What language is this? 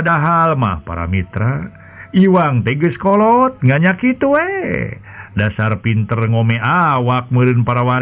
Sundanese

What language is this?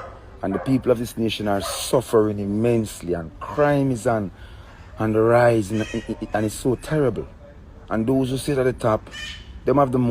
Jamaican Creole English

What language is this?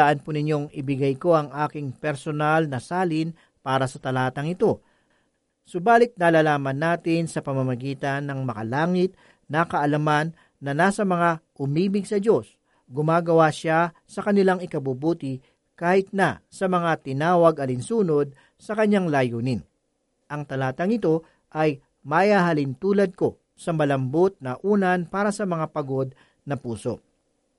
Filipino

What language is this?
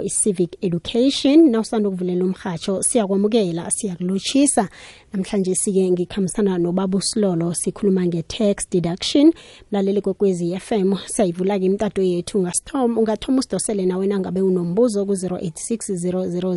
South Ndebele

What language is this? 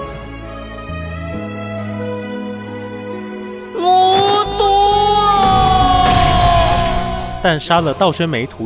Chinese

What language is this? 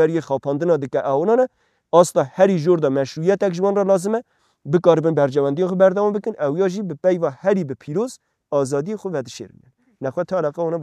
Kurdish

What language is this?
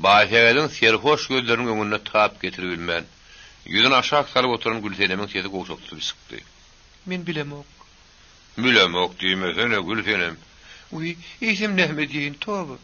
Turkmen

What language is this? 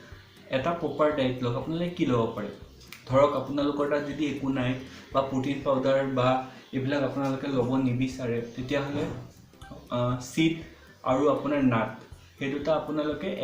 Assamese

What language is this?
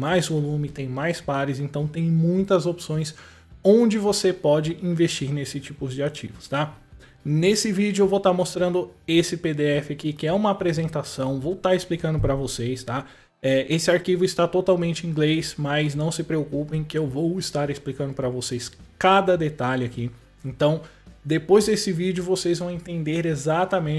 Portuguese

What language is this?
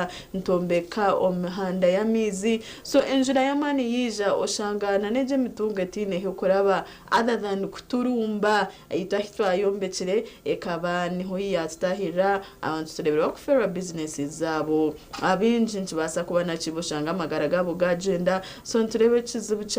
Nyankole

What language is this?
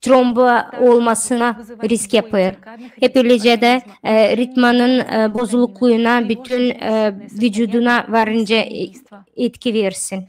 Gagauz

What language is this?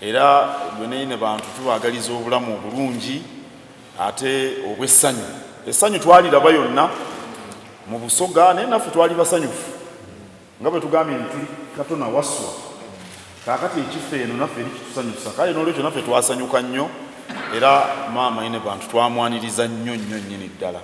Soga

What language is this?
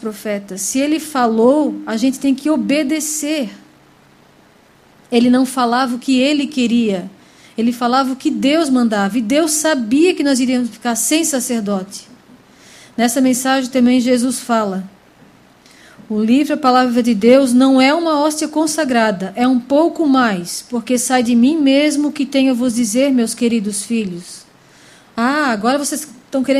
Portuguese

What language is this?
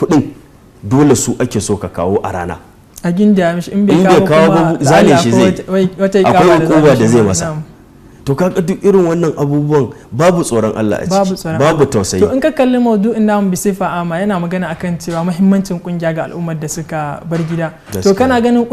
Hausa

